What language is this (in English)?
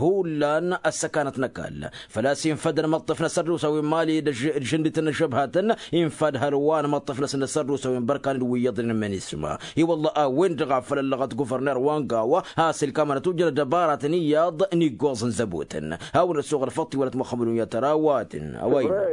Tamasheq